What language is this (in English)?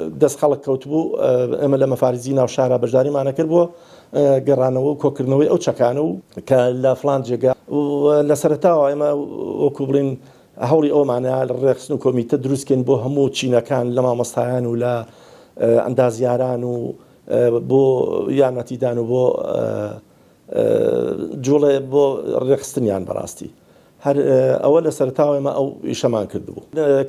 Central Kurdish